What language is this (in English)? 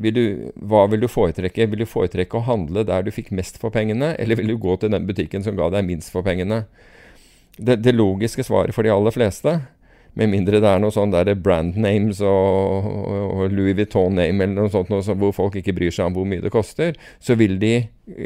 Norwegian